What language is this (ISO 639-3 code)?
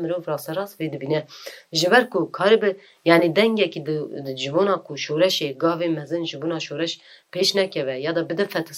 kur